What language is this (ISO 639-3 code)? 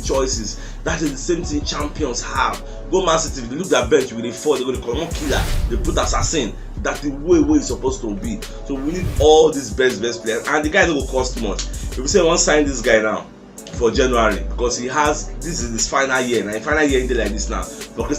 pcm